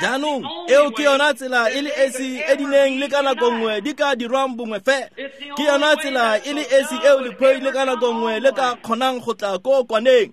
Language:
Tswana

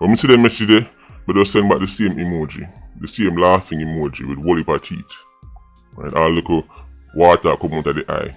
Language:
Jamaican Creole English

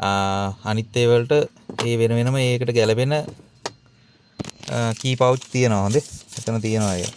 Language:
Sinhala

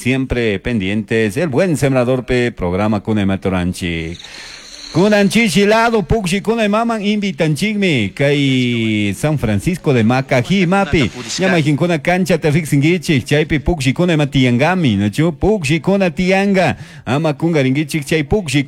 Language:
Chimborazo Highland Quichua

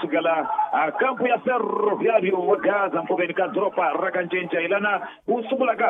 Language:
Tsonga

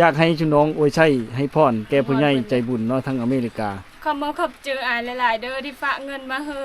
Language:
Lao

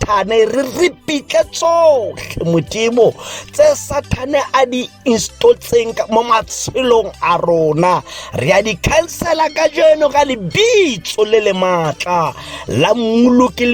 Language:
Tswana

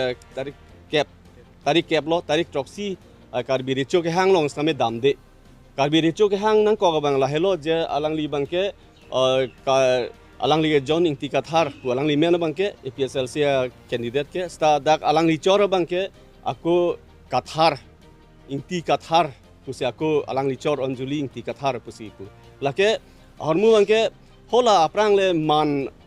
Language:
Karbi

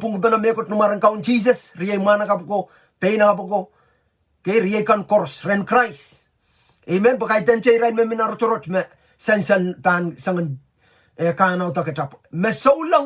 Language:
Pohnpeian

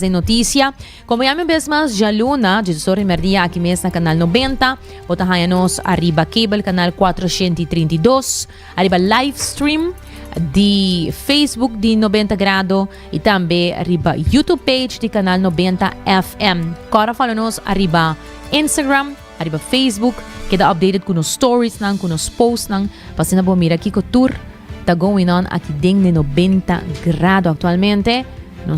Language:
Papiamento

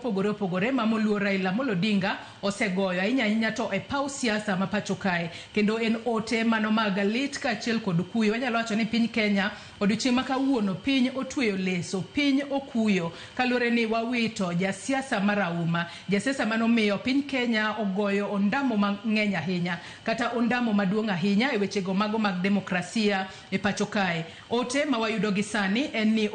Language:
Luo (Kenya and Tanzania)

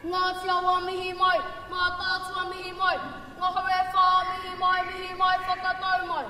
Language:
Māori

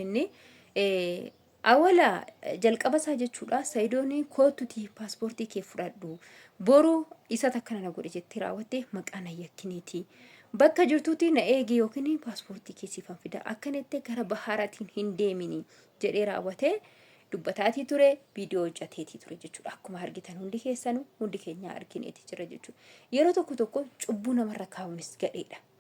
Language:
Oromo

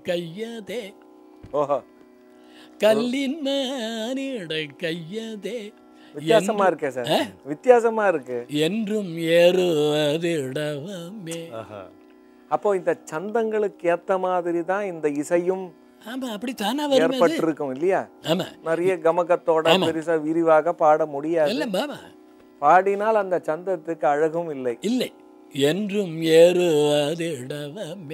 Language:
Tamil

